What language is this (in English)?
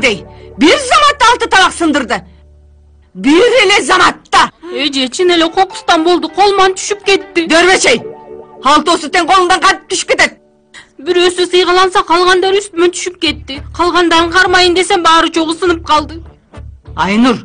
Kyrgyz